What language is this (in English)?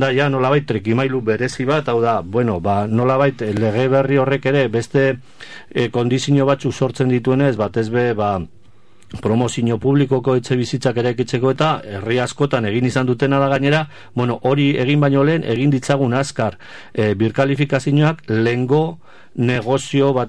Basque